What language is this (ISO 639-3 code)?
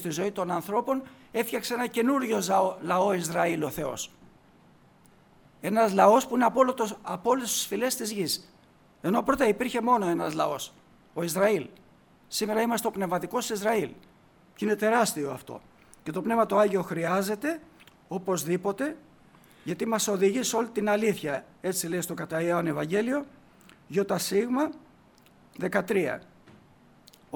ell